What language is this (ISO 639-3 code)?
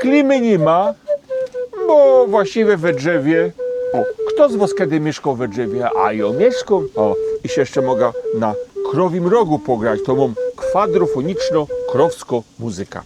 szl